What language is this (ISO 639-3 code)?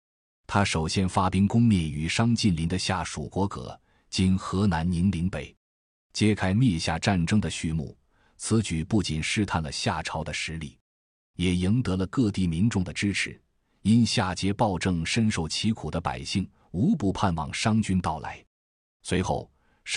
zho